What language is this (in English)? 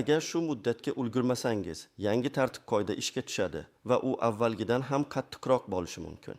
Uzbek